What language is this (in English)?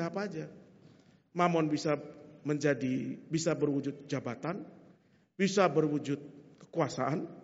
Indonesian